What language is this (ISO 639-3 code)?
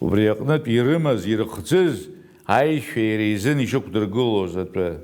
abk